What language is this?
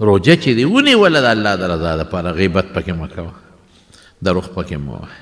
Pashto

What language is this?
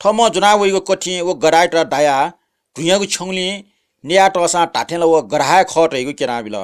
Newari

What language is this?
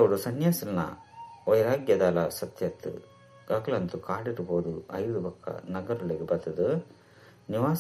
Tulu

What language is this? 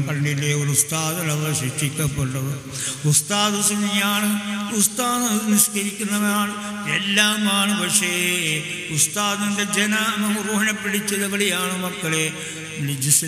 Malayalam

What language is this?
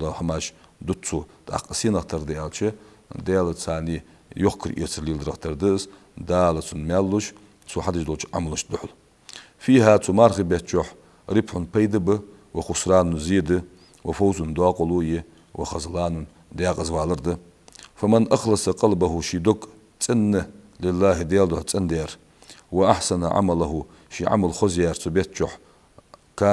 Ingush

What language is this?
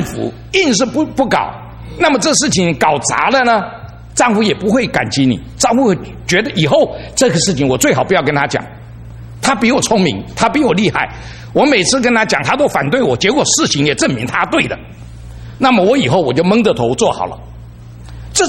Chinese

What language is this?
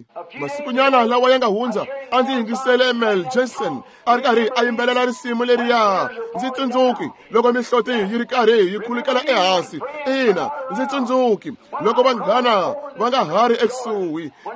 Tsonga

